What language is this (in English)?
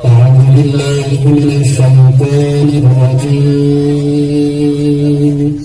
Betawi